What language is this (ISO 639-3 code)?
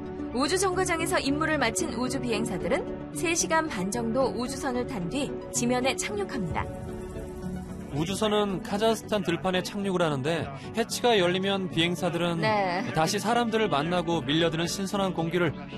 kor